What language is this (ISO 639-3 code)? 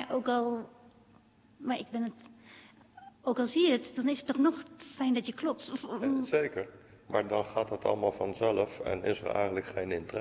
nld